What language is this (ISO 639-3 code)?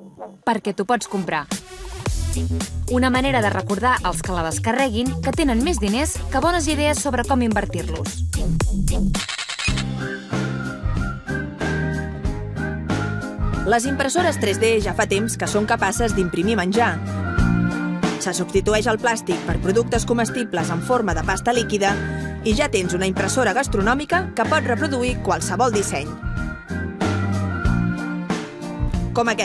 cat